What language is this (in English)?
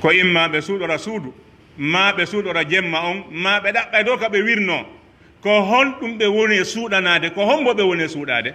Pular